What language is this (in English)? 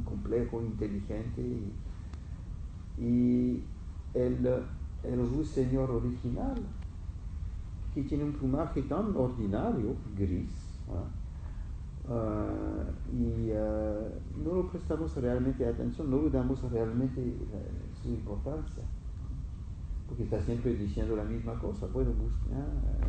Spanish